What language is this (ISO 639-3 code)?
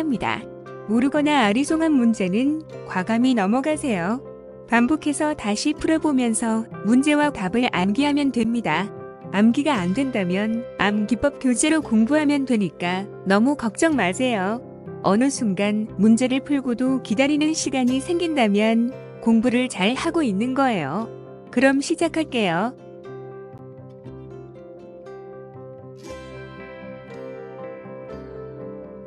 kor